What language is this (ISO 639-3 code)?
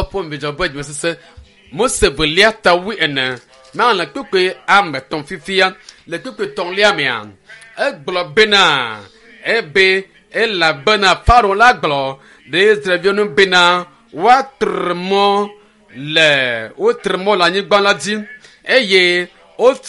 ewe